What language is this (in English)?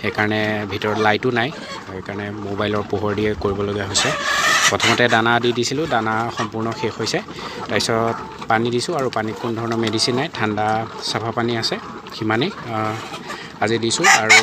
Assamese